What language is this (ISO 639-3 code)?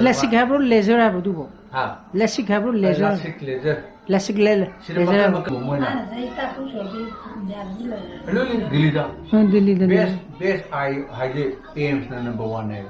mni